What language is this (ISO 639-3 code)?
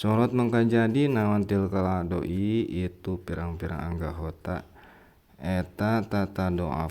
sun